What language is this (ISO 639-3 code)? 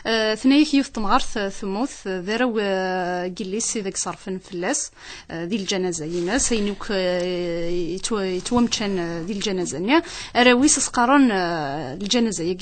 kab